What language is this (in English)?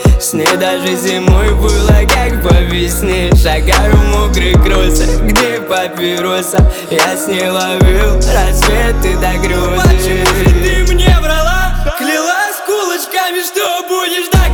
Russian